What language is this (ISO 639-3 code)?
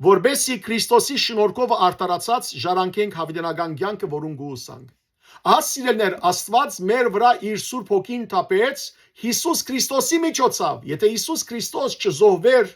hyw